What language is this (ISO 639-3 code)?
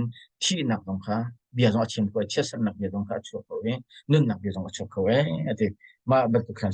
cnh